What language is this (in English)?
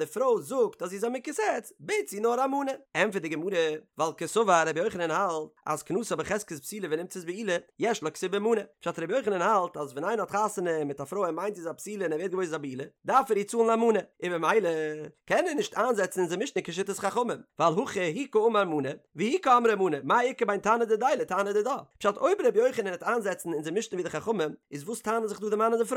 Yiddish